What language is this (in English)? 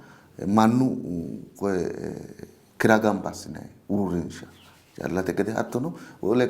Sidamo